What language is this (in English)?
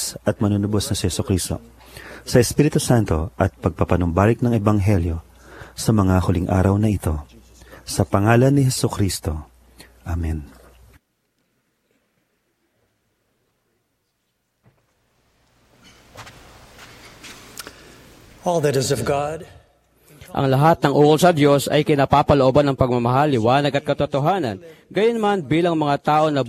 Filipino